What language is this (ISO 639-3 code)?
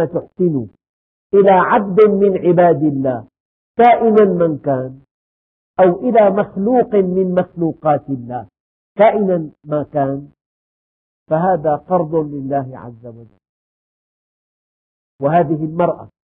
ara